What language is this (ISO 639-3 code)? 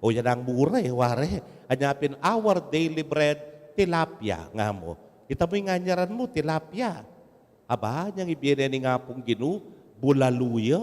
pam